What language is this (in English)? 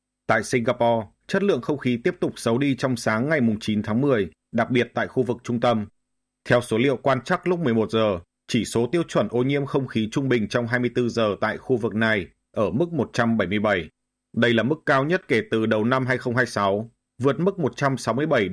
Vietnamese